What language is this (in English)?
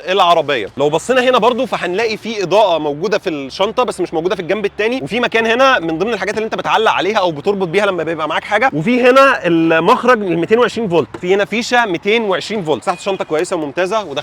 Egyptian Arabic